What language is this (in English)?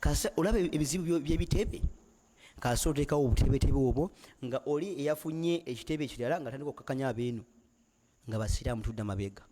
Ganda